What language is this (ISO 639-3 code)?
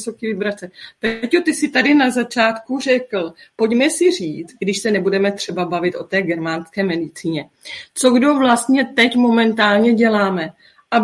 ces